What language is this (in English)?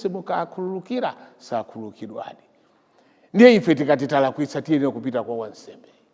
Nyanja